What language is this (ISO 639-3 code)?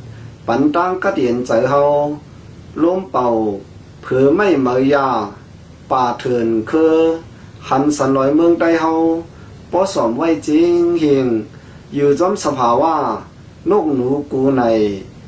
shn